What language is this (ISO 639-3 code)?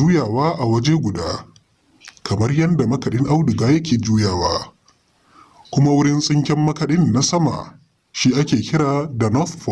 hau